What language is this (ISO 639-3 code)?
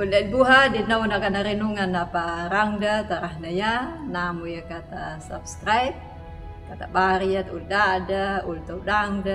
akg